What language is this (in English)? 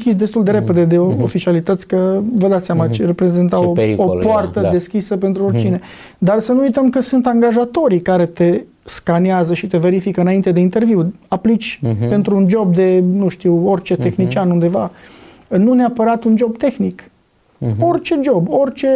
Romanian